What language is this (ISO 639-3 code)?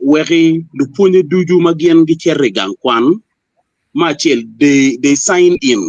ach